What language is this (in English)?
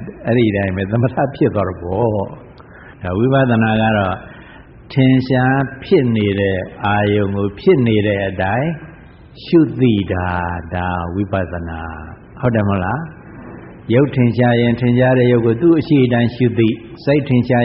Burmese